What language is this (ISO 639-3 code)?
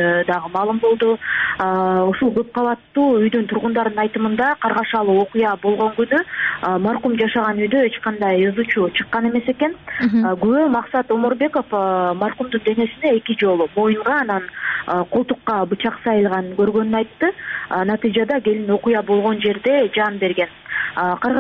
kir